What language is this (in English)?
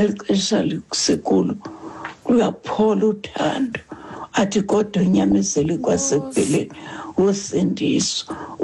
Xhosa